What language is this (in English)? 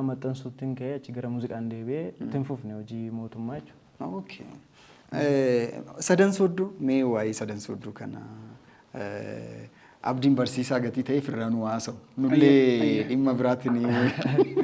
Oromo